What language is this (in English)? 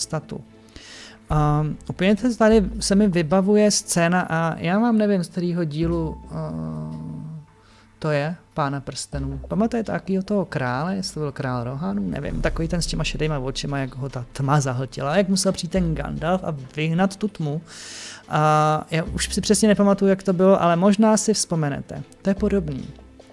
Czech